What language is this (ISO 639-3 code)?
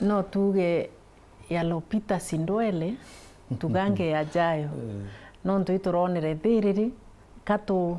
mer